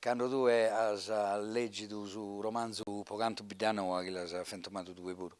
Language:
Sardinian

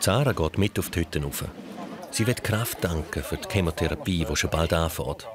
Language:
Swiss German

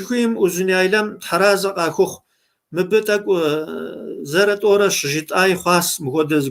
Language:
Kabardian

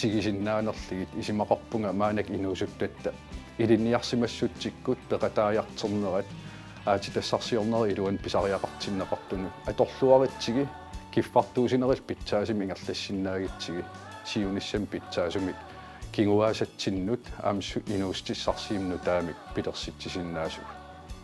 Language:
Kalaallisut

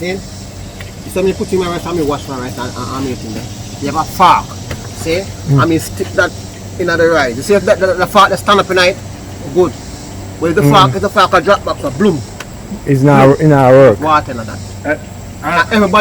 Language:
Jamaican Creole English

